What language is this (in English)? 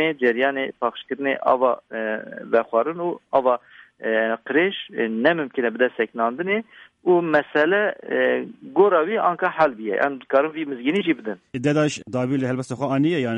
Kurdish